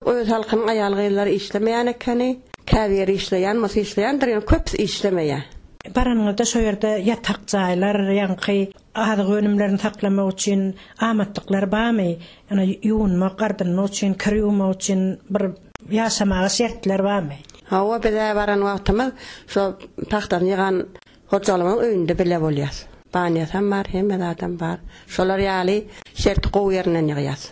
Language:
Turkmen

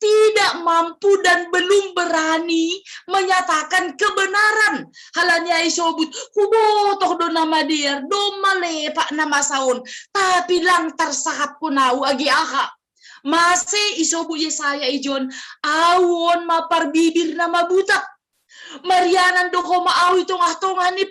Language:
Batak Simalungun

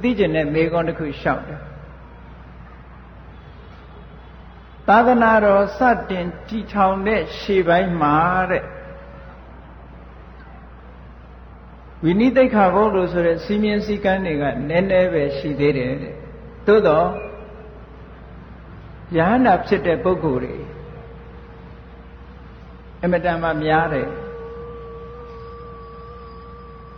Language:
Burmese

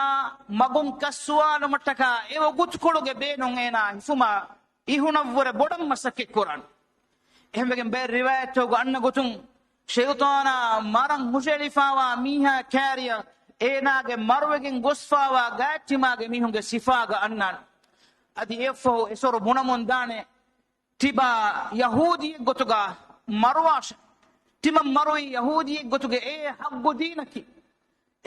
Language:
Divehi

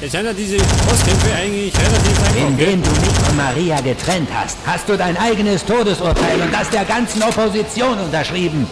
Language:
Bavarian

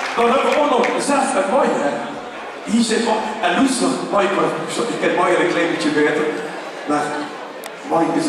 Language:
Limburgish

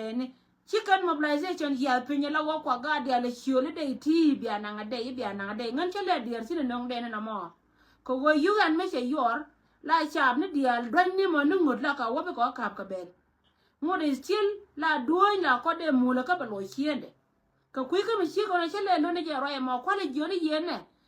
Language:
Nuer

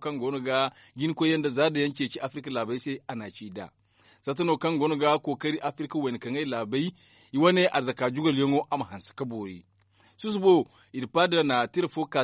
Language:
Zarma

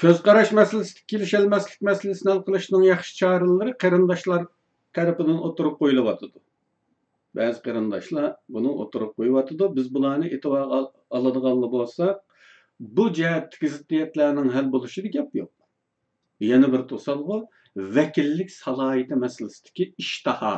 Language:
Uyghur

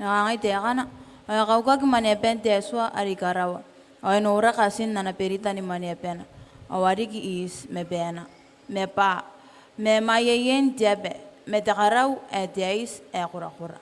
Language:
Gilbertese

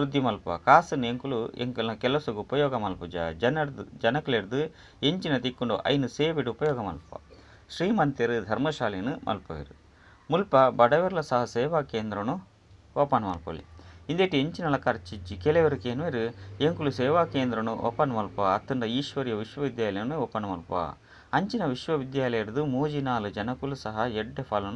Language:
Tulu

